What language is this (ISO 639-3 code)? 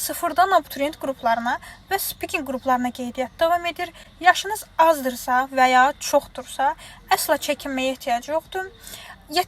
aze